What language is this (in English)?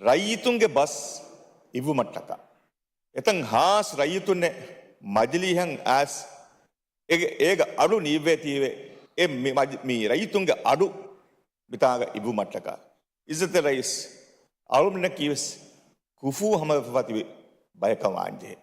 Divehi